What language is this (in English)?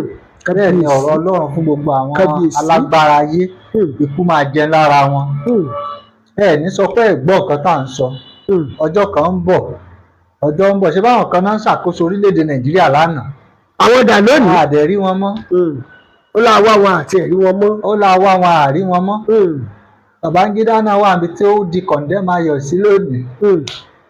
Yoruba